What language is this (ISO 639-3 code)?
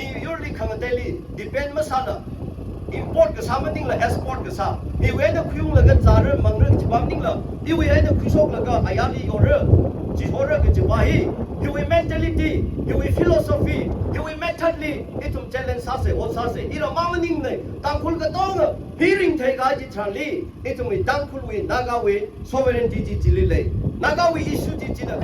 nmf